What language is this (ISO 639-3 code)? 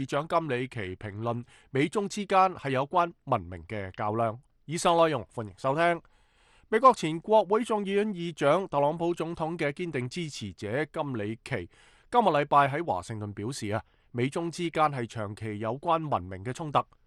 yue